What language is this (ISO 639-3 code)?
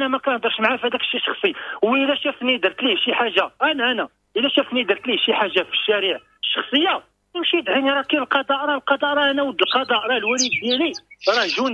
ary